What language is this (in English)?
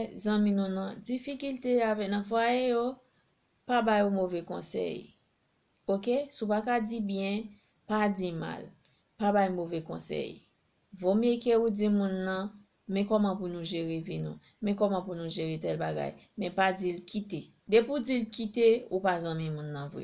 Haitian Creole